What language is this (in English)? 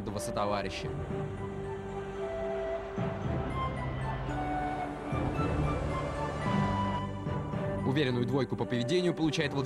Russian